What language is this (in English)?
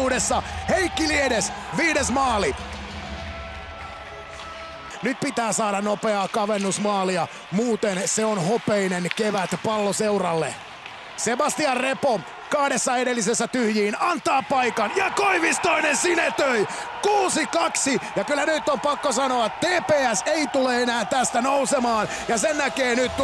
Finnish